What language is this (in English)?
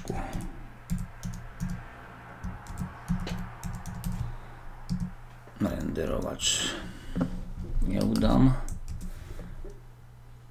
Slovak